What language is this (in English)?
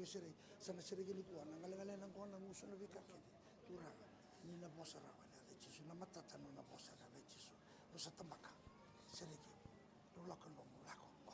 Fijian